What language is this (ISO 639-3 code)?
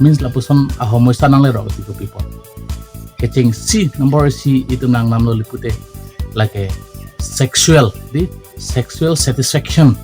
mjw